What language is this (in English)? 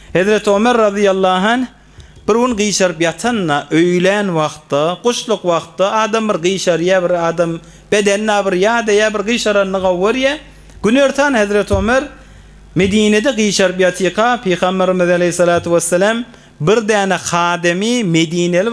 Turkmen